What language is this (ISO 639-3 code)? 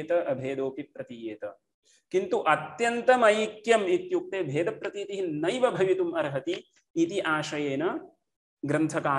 san